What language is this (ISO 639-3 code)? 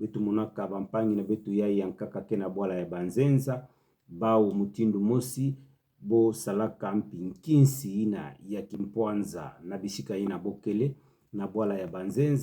ktu